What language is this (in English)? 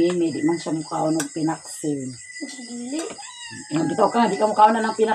Cebuano